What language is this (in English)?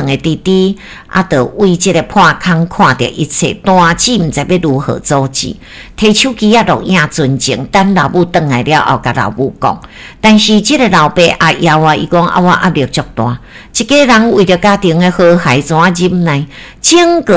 Min Nan Chinese